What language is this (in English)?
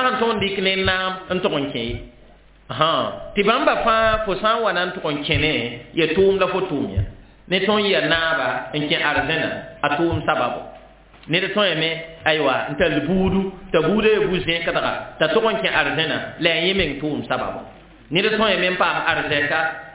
Mossi